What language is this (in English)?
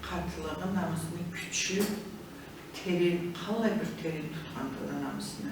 Karachay-Balkar